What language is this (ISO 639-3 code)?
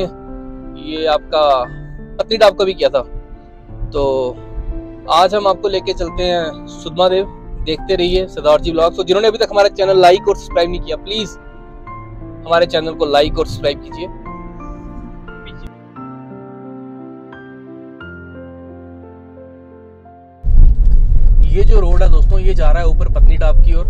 hin